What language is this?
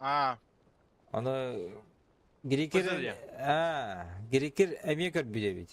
Yakut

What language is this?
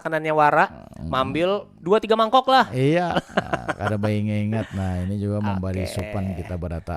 Banjar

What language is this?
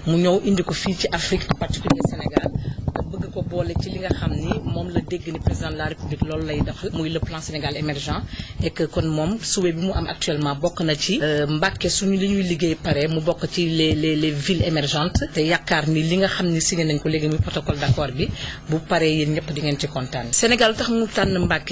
Wolof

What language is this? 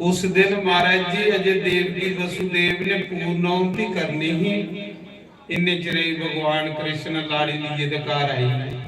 Dogri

